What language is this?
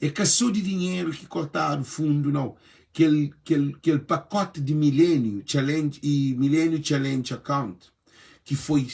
Kabuverdianu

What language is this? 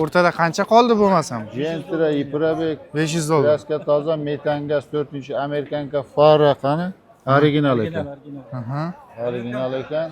Uzbek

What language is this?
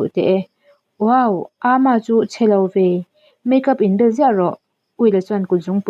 Mizo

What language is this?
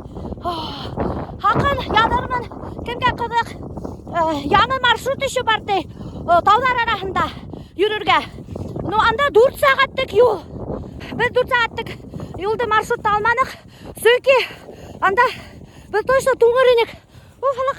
Bashkir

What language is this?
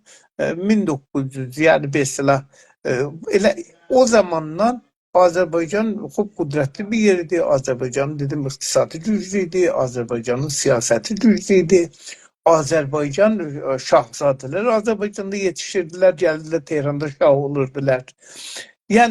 South Azerbaijani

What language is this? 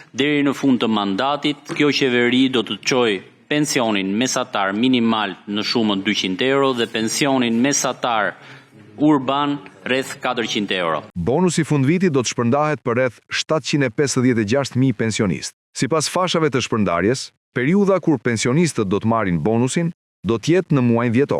Albanian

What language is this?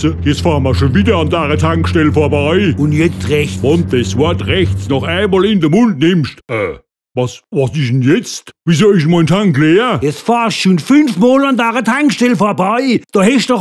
Palatine German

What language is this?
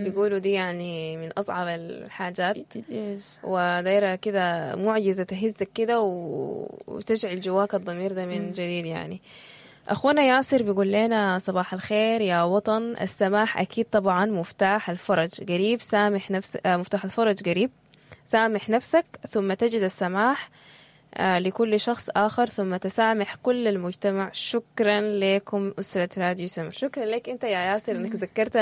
Sudanese Arabic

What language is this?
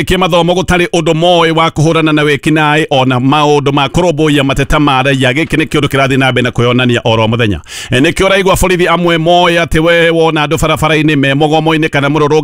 Kikuyu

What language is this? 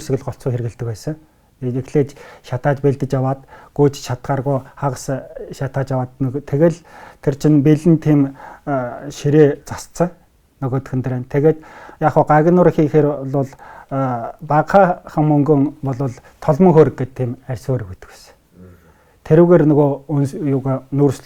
Mongolian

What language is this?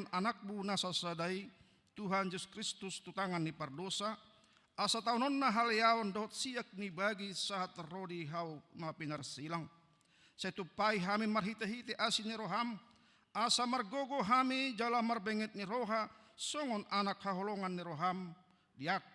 Batak Toba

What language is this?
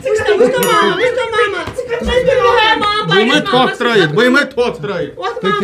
Kashmiri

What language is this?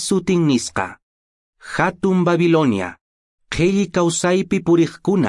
Quechua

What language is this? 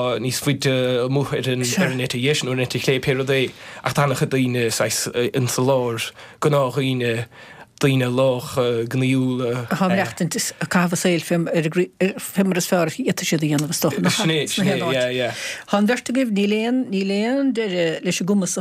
Irish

